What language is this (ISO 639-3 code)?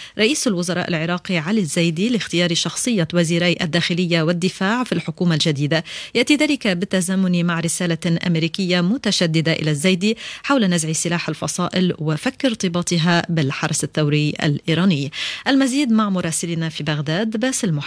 ara